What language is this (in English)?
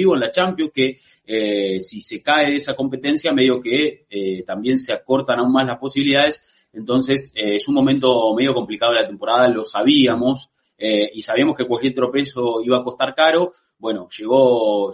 Spanish